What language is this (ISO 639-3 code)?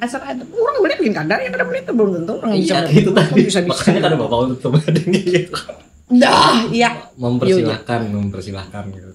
bjn